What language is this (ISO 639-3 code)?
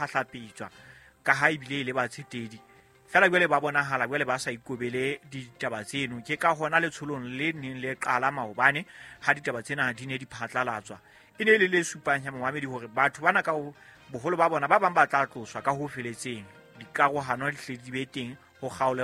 sot